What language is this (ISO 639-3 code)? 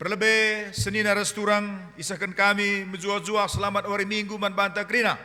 btx